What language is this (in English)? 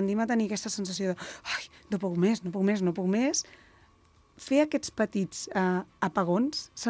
Catalan